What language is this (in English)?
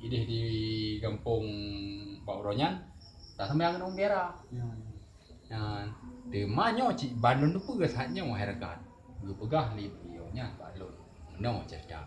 Achinese